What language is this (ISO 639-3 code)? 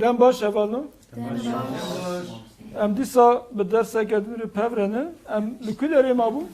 kur